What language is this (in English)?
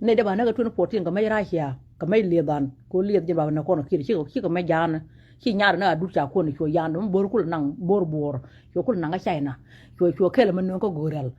Nuer